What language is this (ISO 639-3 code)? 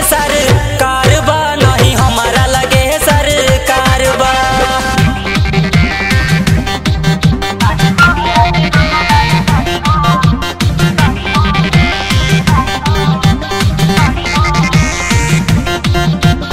bho